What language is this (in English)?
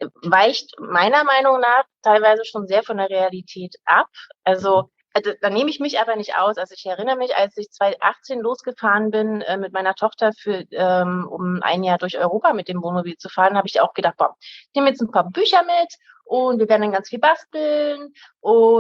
German